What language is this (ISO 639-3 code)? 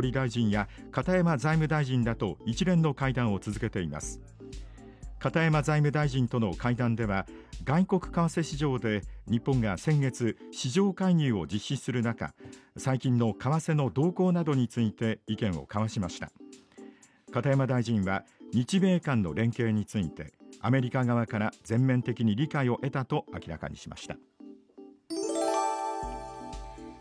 jpn